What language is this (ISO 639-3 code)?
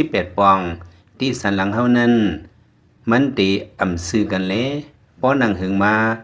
lao